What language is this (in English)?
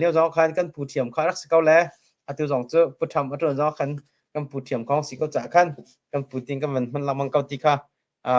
Hakha Chin